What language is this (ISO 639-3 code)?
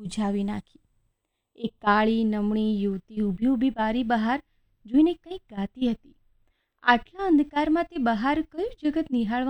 guj